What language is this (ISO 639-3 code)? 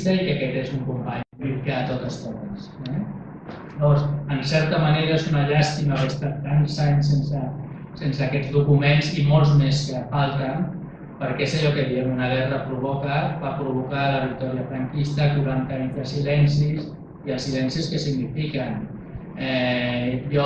cat